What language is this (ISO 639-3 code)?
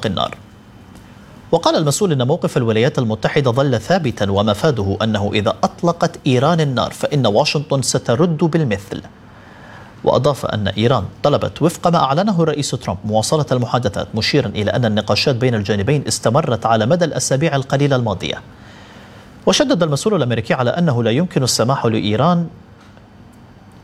ara